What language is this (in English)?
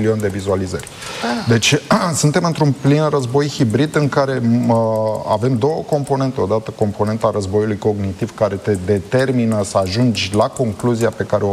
Romanian